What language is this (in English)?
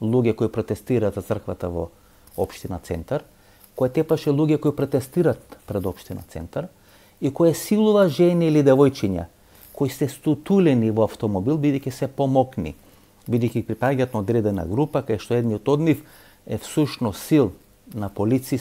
Macedonian